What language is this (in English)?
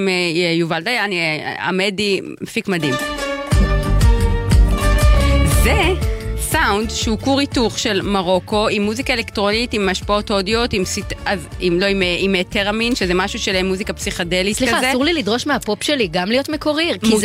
Hebrew